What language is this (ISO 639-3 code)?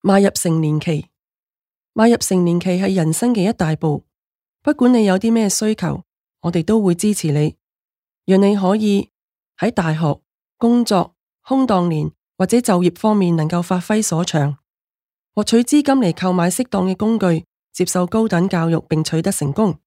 yue